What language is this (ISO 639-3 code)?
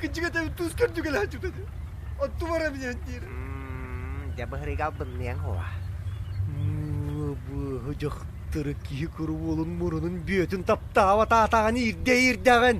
sah